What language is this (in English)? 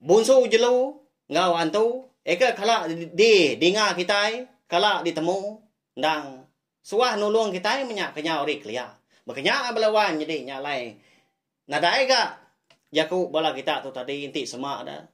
Iban